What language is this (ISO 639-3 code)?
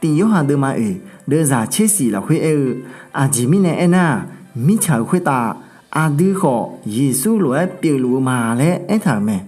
ahk